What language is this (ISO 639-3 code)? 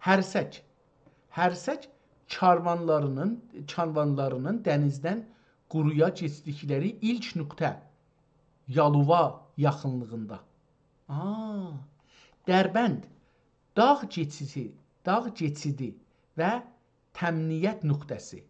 azb